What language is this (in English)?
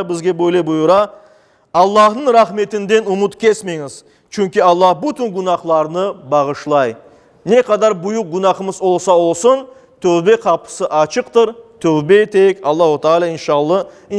Crimean Tatar